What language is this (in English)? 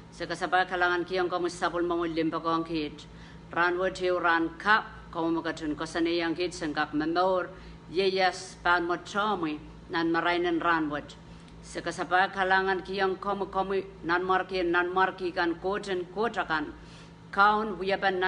Pohnpeian